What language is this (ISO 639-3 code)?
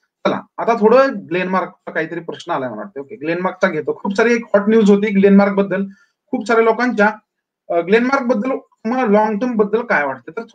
mar